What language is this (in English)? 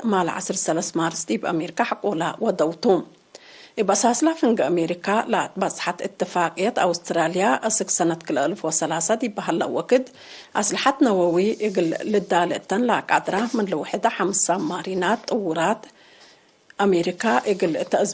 Tigre